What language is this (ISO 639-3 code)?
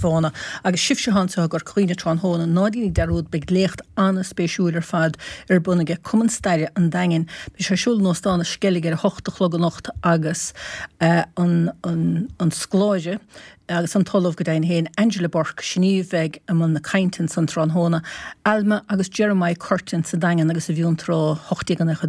gle